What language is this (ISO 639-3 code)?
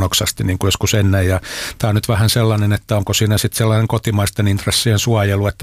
fin